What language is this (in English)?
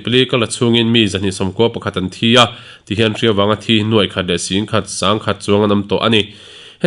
Mizo